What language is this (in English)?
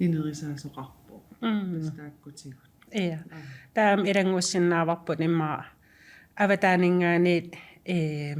Kalaallisut